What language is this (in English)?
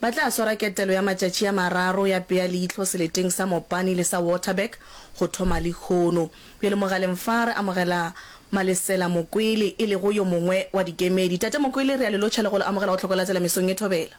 Northern Sotho